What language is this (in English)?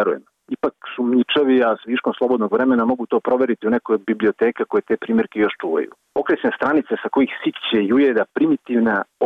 Bosnian